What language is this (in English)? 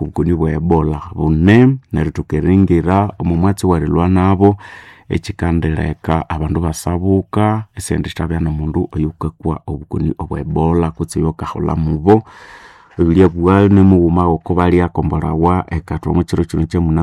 Nande